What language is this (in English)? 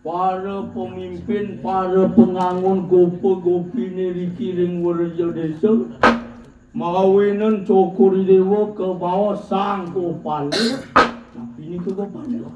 Balinese